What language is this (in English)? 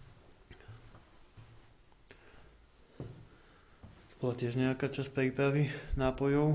Slovak